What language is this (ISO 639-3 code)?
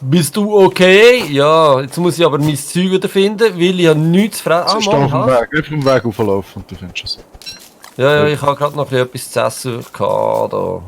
gsw